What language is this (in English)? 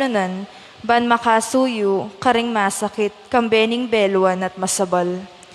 Pampanga